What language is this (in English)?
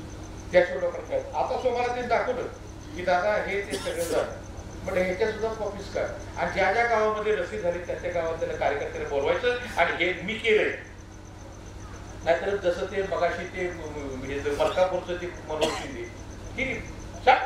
Marathi